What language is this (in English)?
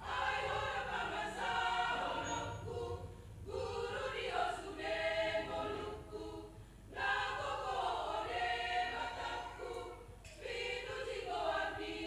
Batak Toba